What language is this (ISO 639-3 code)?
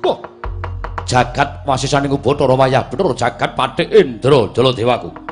jav